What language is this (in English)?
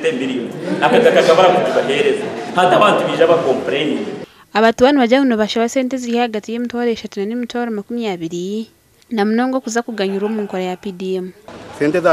Nyankole